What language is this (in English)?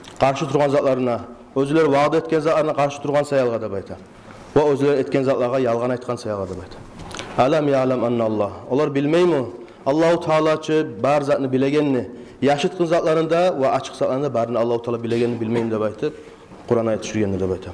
Kumyk